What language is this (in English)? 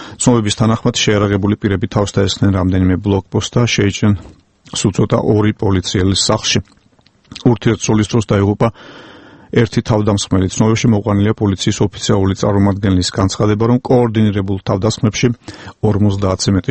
Georgian